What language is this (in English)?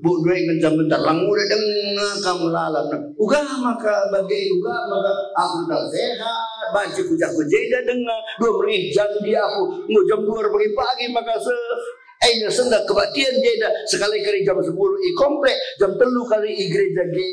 Batak Karo